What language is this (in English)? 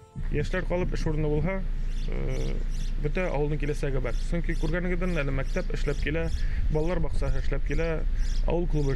Bashkir